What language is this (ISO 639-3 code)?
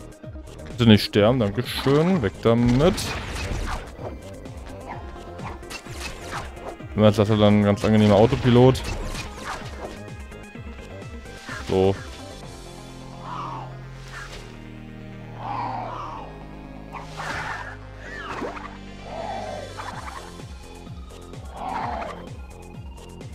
deu